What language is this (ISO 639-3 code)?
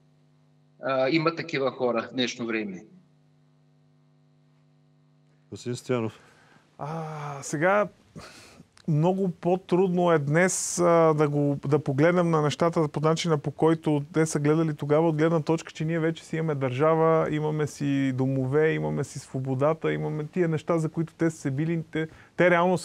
bul